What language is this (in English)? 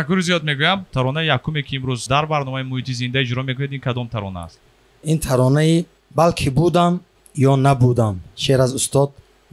Tajik